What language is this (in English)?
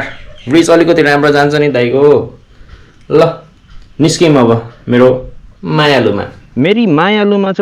Nepali